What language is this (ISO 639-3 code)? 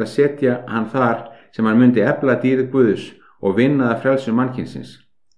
isl